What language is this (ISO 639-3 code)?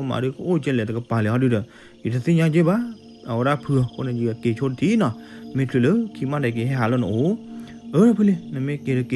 ksw